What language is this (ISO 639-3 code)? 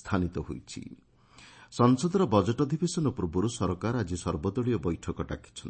ori